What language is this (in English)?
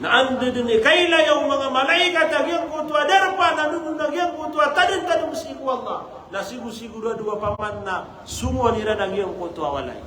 Maranao